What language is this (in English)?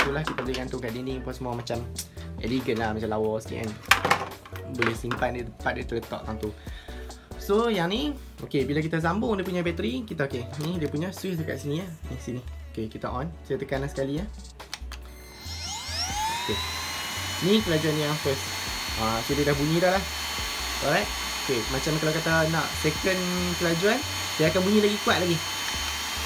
Malay